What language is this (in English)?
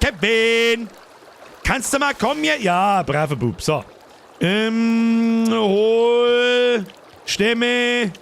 Bavarian